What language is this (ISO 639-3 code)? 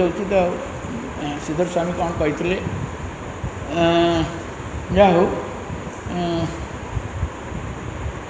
ori